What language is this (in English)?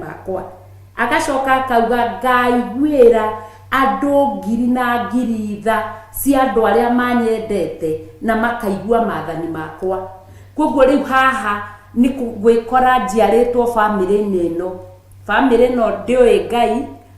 Kikuyu